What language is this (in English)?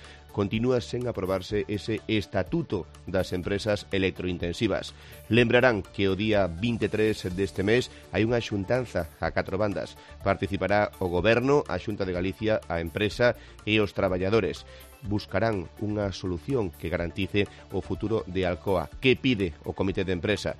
Galician